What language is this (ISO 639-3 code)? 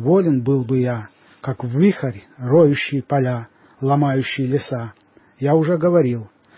rus